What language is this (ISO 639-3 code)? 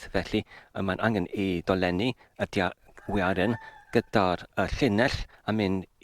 cym